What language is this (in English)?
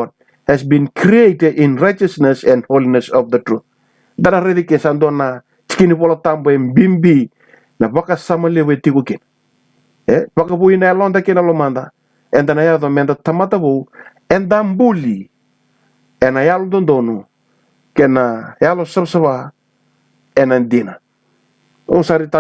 Fijian